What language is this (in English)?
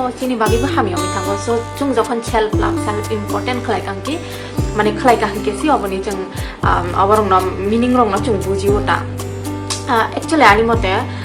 Kok Borok